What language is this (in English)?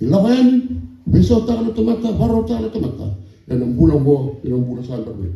Fijian